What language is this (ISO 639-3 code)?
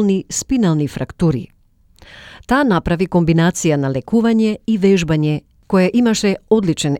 mkd